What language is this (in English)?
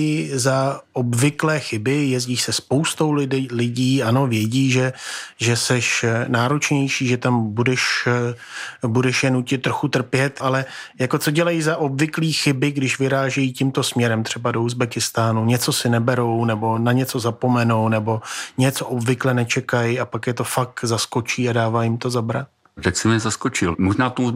Czech